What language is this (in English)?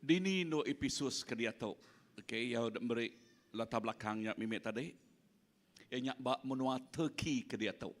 Iban